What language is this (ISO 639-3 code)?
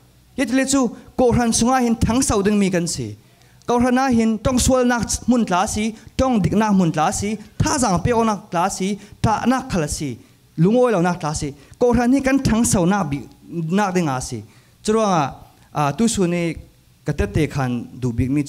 cfm